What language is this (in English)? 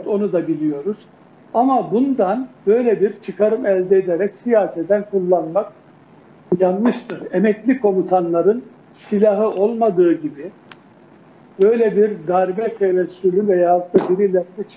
Turkish